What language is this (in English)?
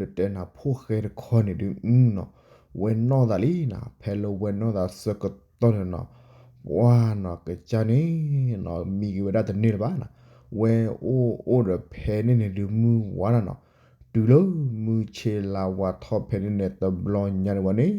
S'gaw Karen